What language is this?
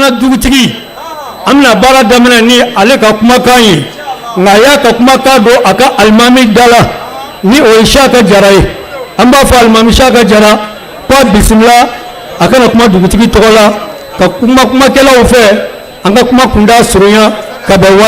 Bambara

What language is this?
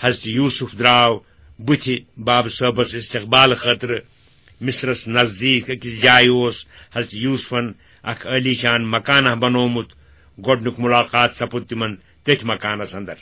Kashmiri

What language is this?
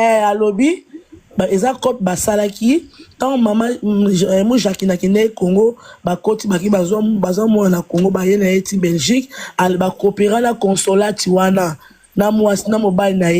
Lingala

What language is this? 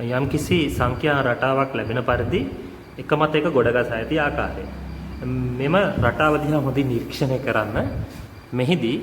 Sinhala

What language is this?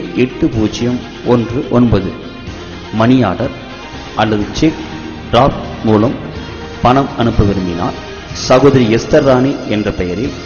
Tamil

